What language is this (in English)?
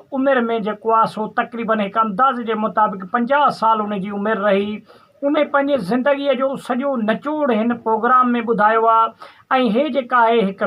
Sindhi